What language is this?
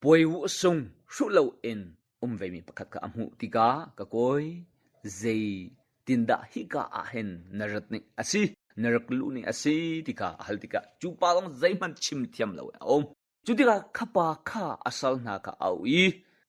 Hakha Chin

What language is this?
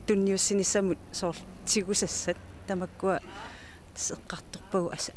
Kalaallisut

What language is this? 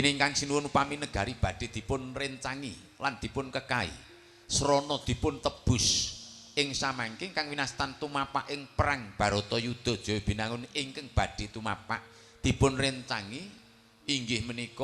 Javanese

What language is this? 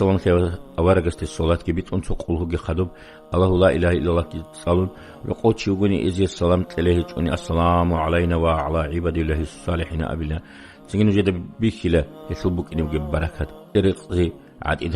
Avaric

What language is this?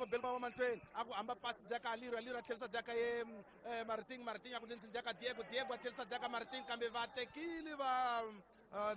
Tsonga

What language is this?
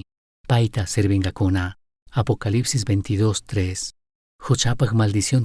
Chimborazo Highland Quichua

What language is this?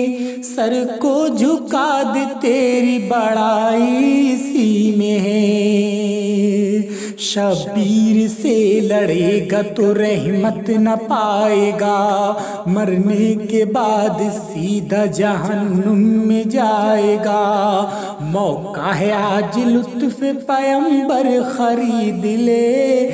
Urdu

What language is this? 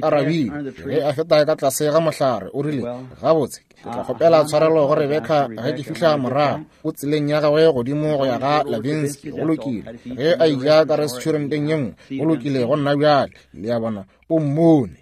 Northern Sotho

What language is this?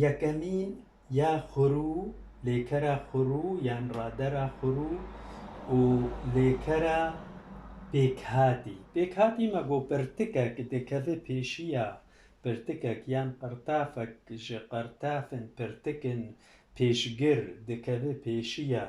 Kurdish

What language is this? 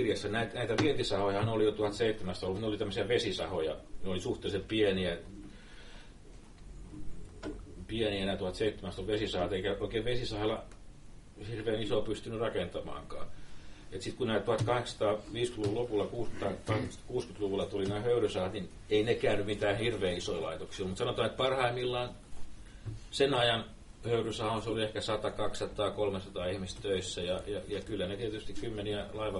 Finnish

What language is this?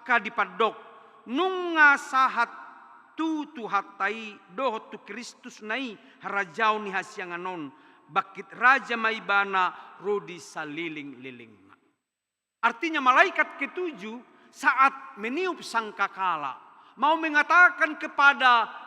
Batak Toba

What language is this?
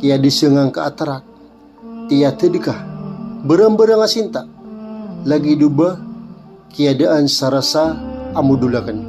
Maranao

